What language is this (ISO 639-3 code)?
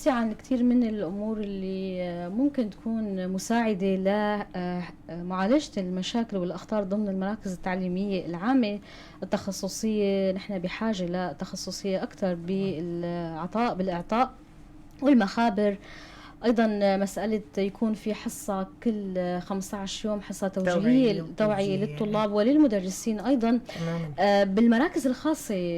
apc